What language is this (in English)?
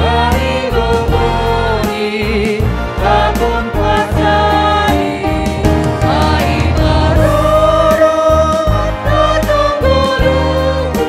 Batak Simalungun